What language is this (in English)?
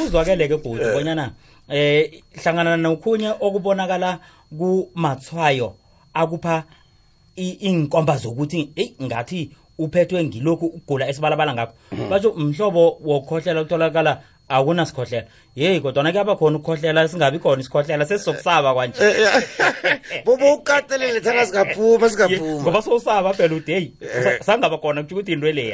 South Ndebele